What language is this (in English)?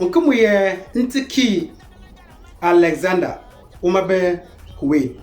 Konkomba